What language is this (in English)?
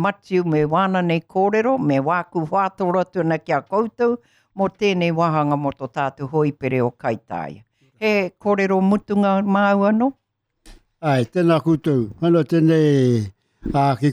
Māori